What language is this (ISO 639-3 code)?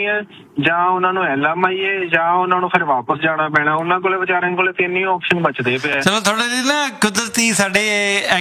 pan